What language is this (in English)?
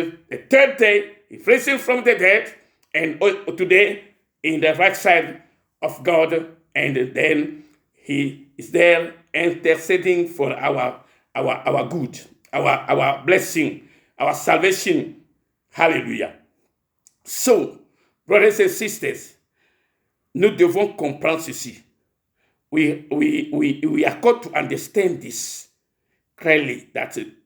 Ewe